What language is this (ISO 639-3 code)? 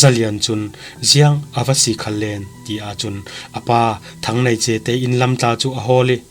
cfm